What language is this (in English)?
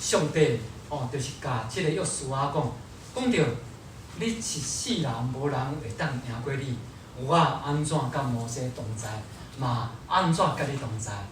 Min Nan Chinese